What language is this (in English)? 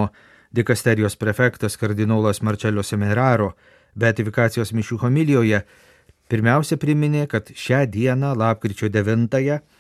Lithuanian